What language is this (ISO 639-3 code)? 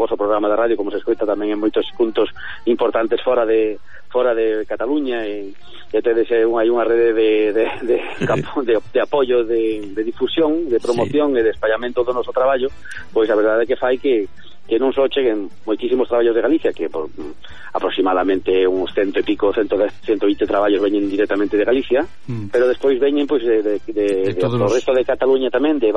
glg